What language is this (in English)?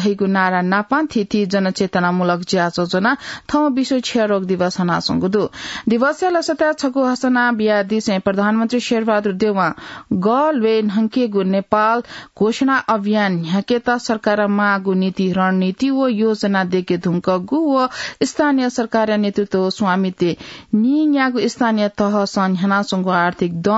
Newari